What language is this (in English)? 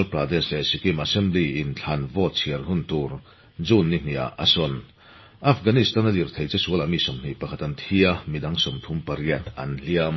Mizo